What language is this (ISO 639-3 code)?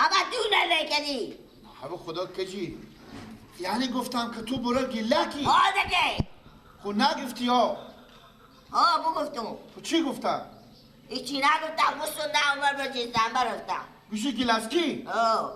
fas